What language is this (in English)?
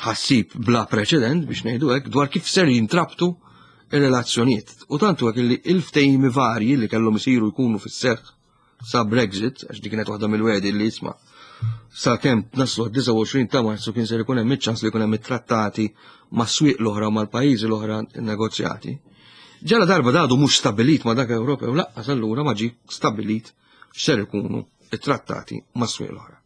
Maltese